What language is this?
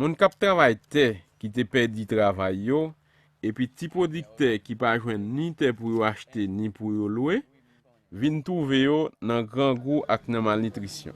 Haitian Creole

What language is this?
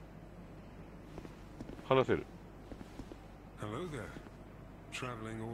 Japanese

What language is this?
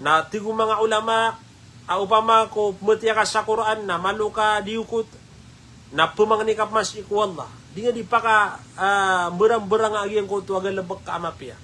Maranao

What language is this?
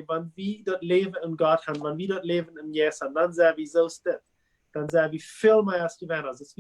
Plautdietsch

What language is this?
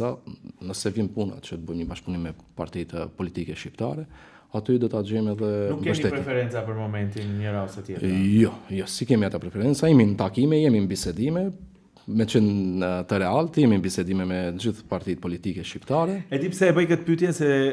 Albanian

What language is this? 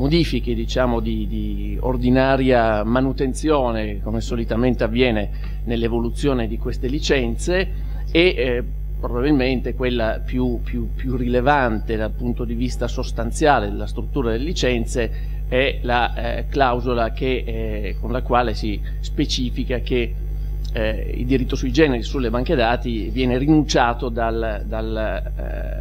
Italian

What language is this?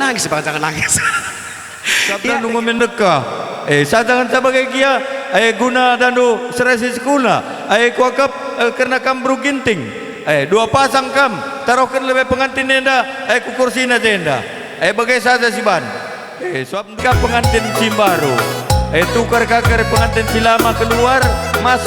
Batak Karo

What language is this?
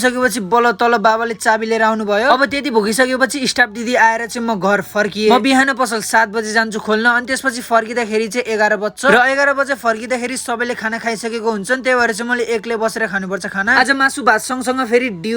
Nepali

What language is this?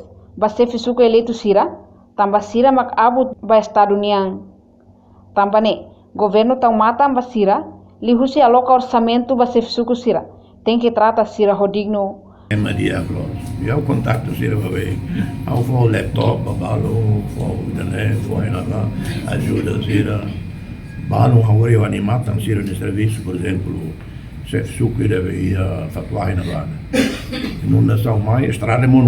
Tetum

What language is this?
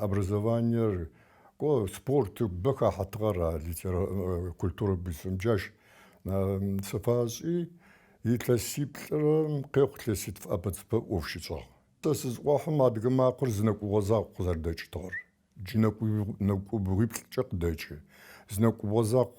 Adyghe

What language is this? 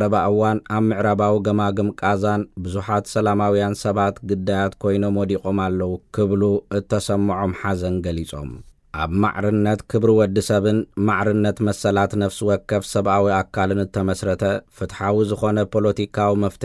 Tigrinya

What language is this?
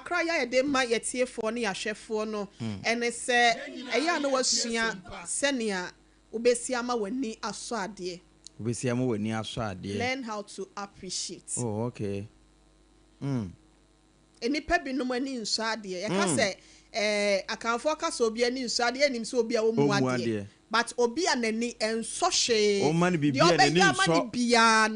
Akan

